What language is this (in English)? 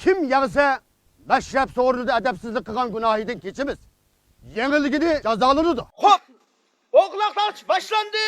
Uyghur